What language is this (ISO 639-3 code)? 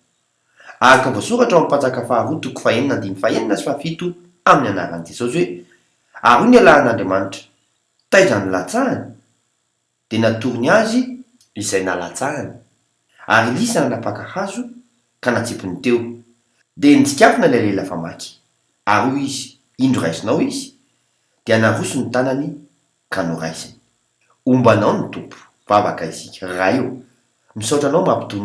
mlg